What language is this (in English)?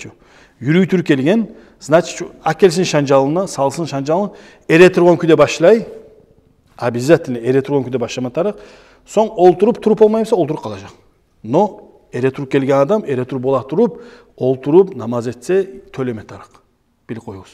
Kumyk